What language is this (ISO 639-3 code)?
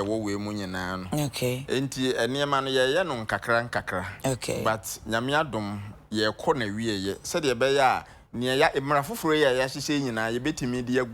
aka